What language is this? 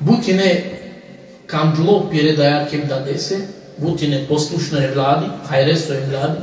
Balkan Romani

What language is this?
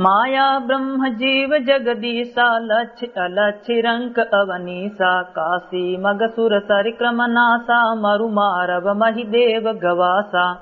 Awadhi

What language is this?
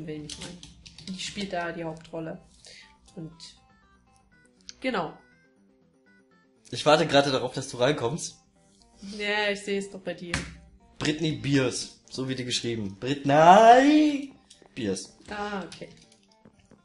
German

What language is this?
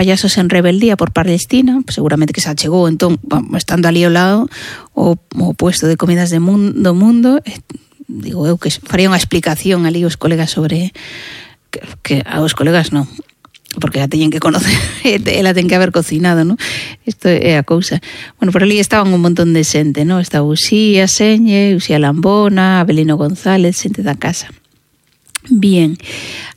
Galician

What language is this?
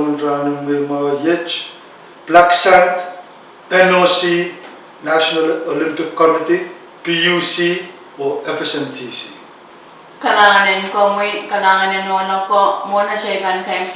Pohnpeian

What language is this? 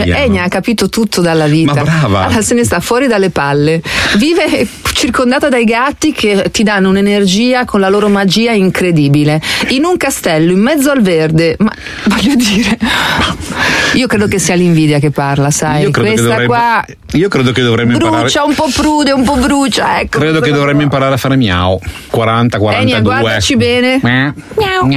Italian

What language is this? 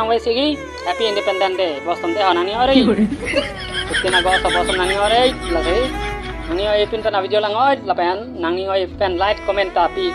Karbi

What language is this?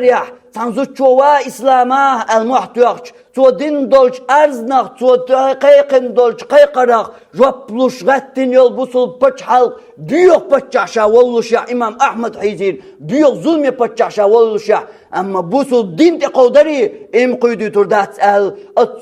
Chechen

